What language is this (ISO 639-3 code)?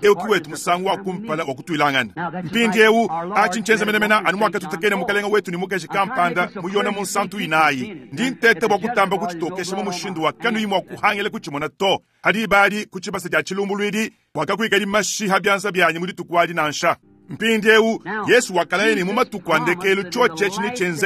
lua